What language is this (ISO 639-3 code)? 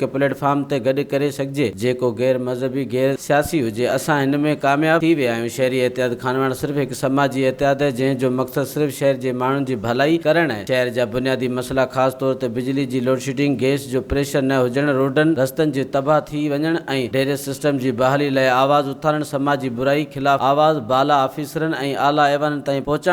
snd